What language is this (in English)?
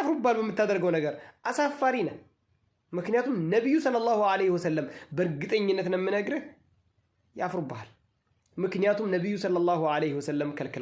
Amharic